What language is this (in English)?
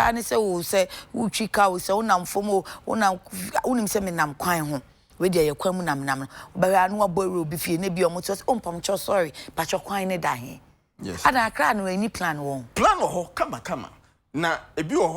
Akan